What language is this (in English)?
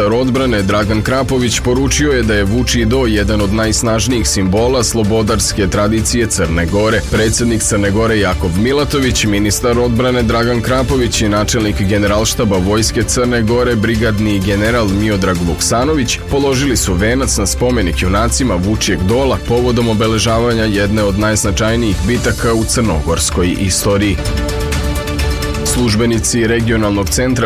Serbian